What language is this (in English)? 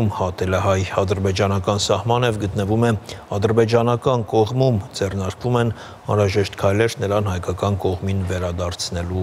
Armenian